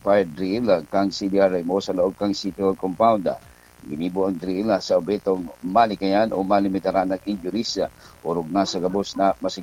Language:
Bikol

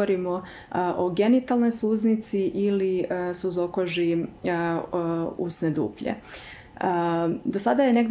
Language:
Serbian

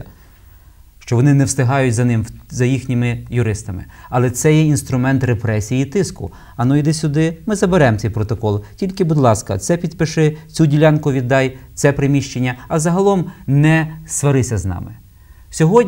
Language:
Ukrainian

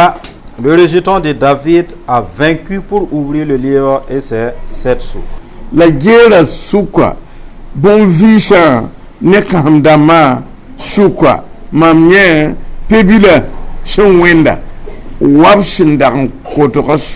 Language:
Mossi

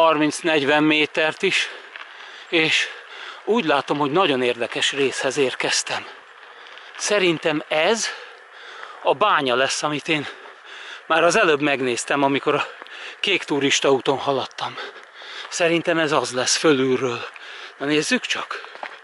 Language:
Hungarian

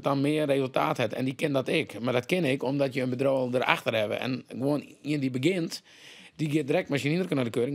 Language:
Western Frisian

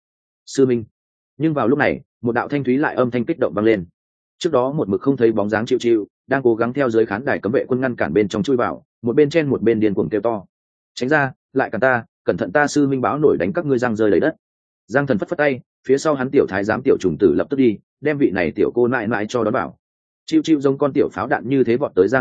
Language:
Vietnamese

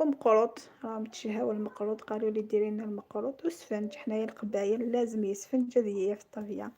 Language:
Algerian Arabic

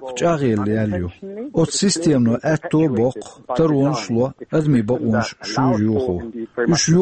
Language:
Chechen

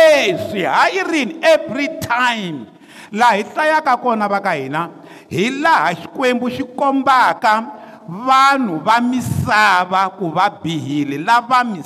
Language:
Tsonga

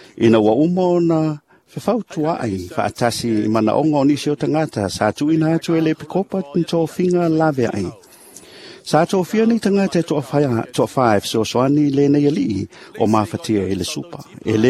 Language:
Samoan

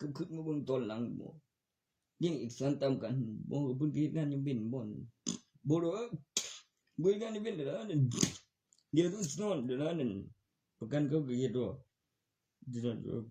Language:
Northeastern Thai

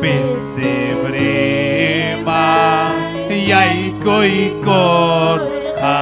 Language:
Ayacucho Quechua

